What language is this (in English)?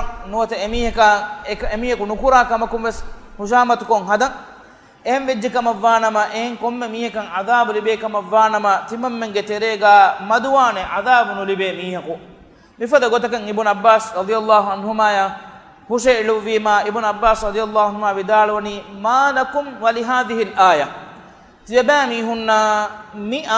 Divehi